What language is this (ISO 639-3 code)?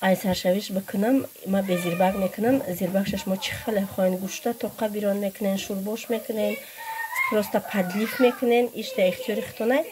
tgk